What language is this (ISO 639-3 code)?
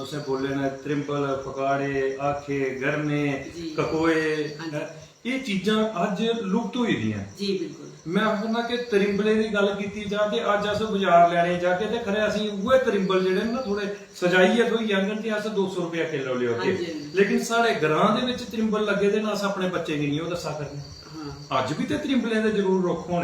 doi